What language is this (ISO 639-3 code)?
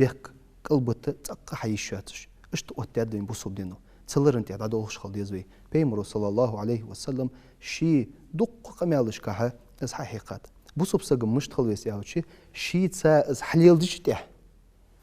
inh